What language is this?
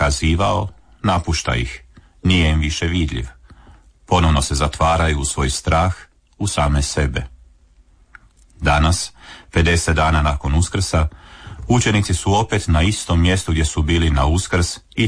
Croatian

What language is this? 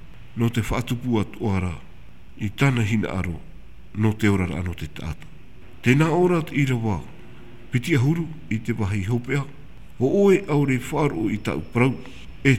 Tahitian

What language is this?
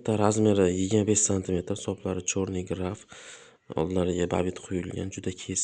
Uzbek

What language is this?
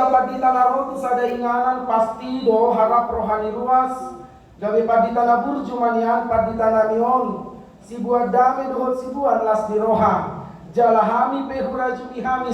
Batak Toba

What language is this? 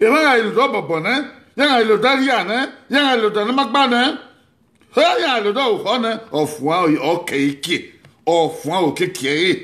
Bini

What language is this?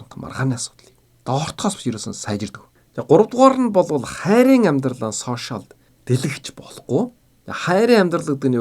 Mongolian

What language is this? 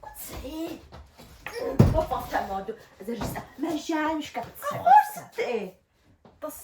Kabardian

